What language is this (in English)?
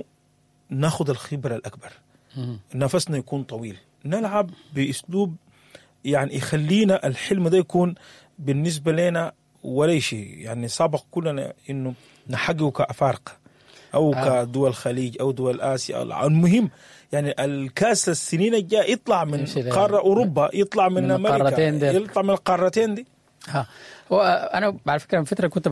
Sudanese Arabic